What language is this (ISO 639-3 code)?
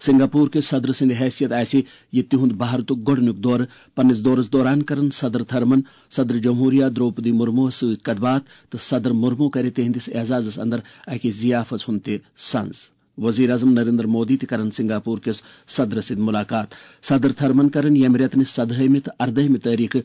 kas